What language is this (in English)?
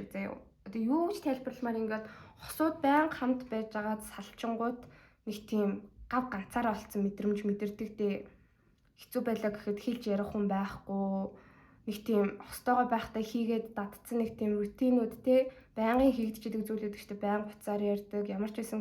Mongolian